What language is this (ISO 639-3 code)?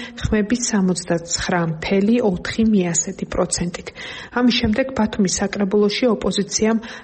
kat